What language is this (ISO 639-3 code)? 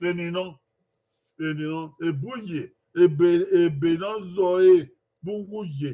bin